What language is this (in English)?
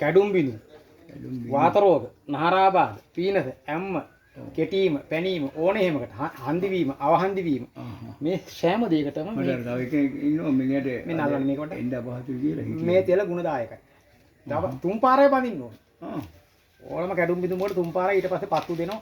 Sinhala